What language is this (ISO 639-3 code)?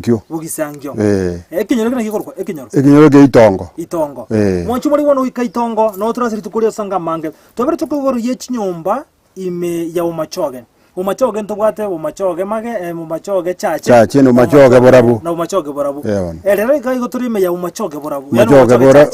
guz